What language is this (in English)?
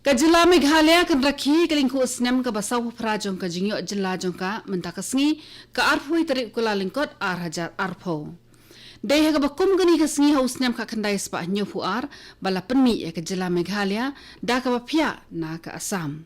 Khasi